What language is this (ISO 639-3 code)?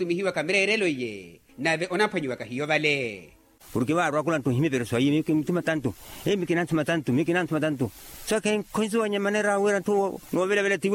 vmw